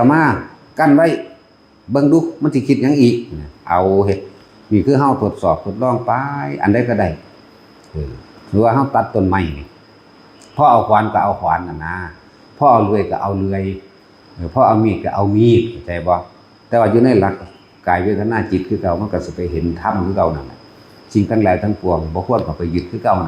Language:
Northeastern Thai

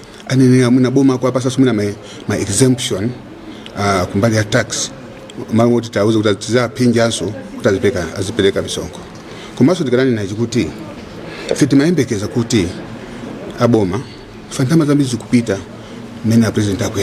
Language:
Nyanja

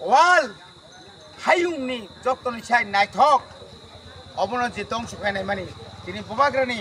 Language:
Kok Borok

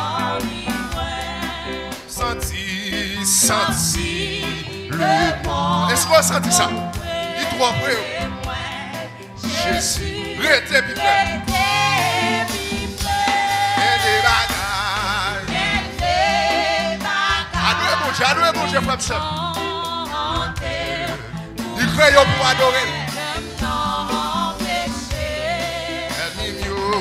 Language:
French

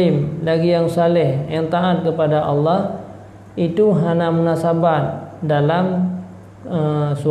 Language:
Achinese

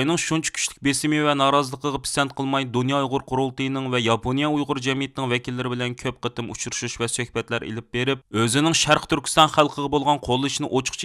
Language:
Uyghur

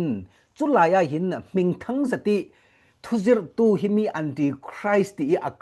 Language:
Falam Chin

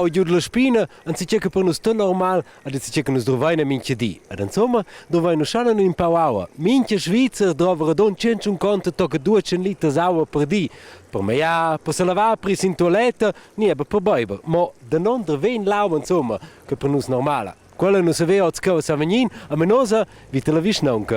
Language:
Romansh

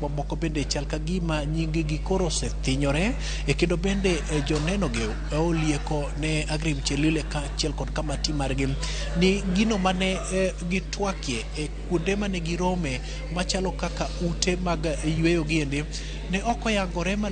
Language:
Luo (Kenya and Tanzania)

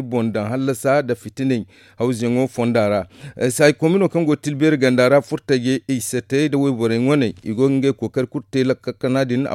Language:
Zarma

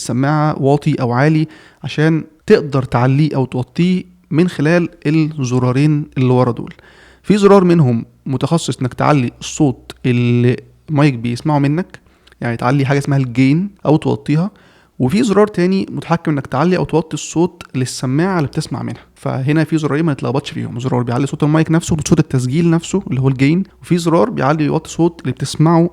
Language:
Egyptian Arabic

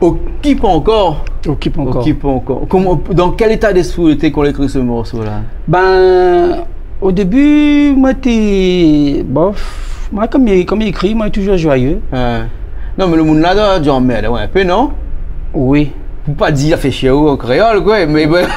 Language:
Réunion Creole French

